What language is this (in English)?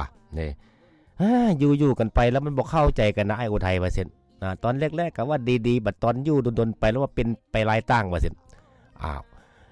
Lao